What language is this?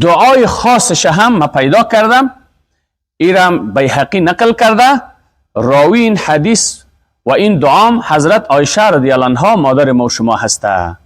Persian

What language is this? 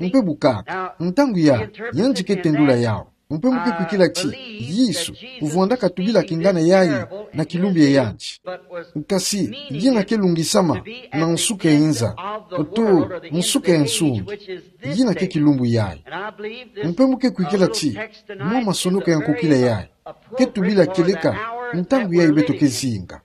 Kituba (Democratic Republic of Congo)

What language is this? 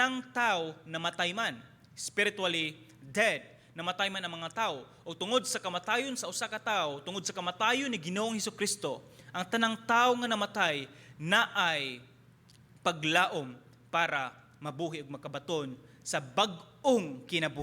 Cebuano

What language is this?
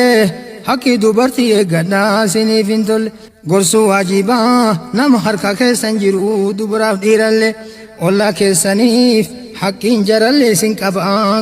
Oromo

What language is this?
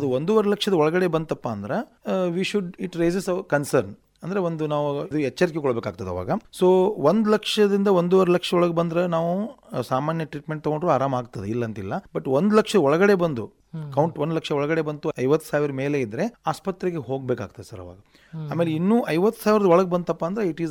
Kannada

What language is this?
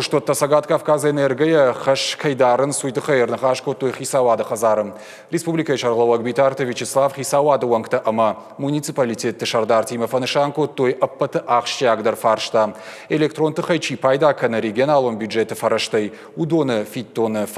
Ossetic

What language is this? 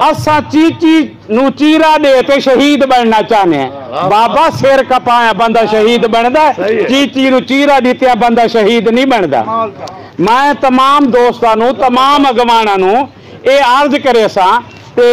Saraiki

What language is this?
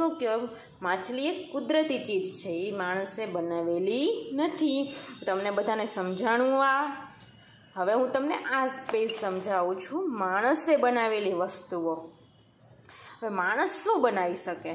Gujarati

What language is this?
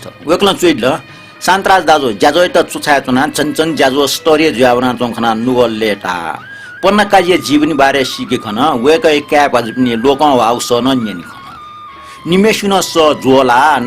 Newari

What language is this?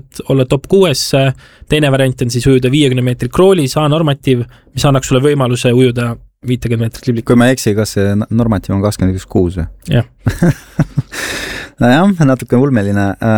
Estonian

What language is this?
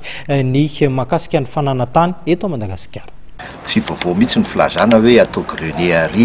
Malagasy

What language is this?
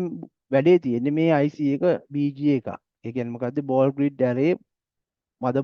Sinhala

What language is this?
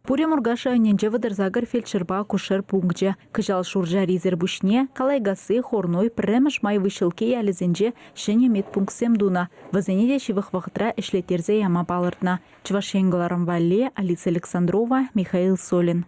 Chuvash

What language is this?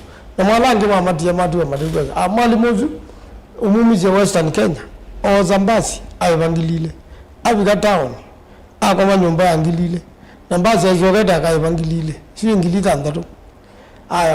Kamba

